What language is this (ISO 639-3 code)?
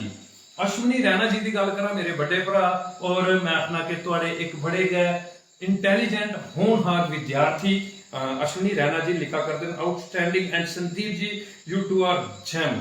doi